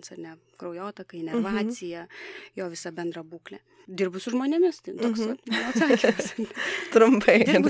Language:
Lithuanian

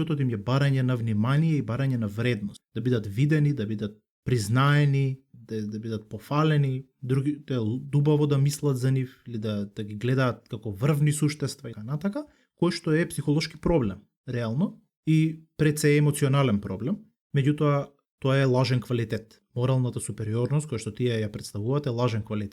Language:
Macedonian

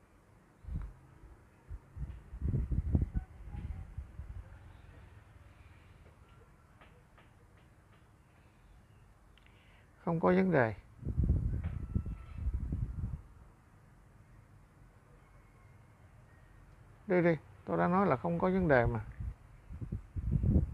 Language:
Vietnamese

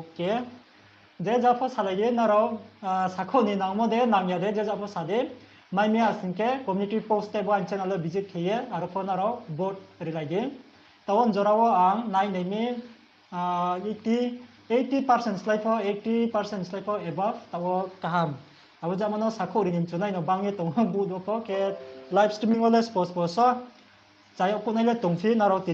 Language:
Riang (India)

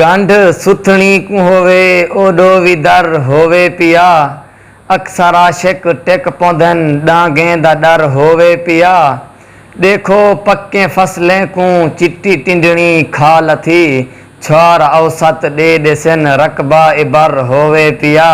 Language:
Saraiki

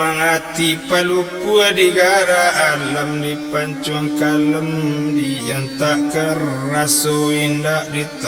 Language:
Minangkabau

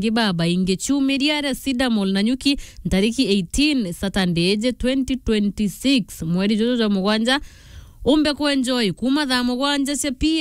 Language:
Meru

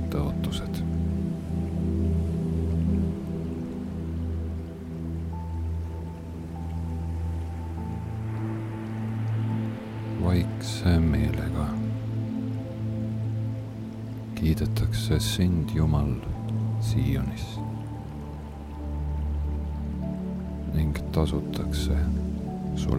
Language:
Estonian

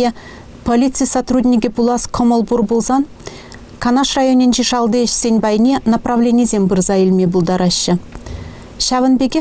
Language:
Chuvash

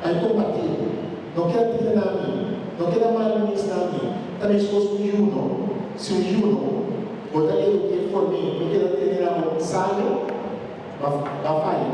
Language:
Papiamento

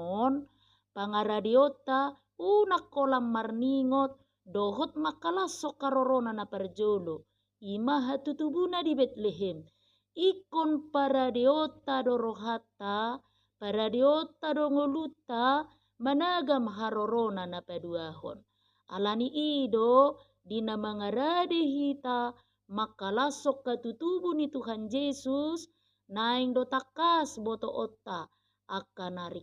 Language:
Batak Toba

